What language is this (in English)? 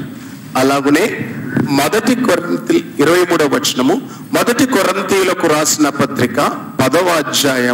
Telugu